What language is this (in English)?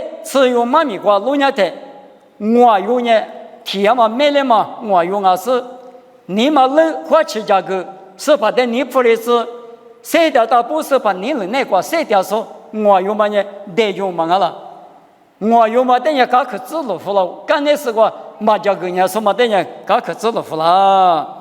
Lisu